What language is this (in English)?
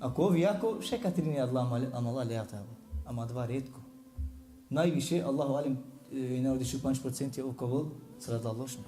Balkan Romani